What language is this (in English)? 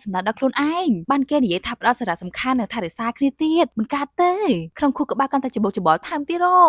Khmer